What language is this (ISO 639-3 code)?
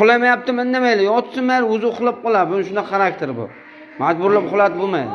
uzb